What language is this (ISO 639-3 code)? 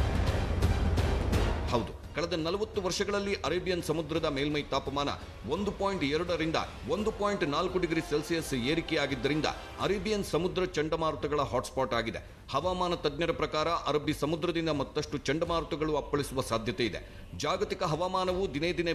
kan